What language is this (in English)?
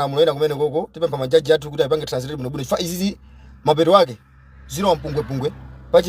Nyanja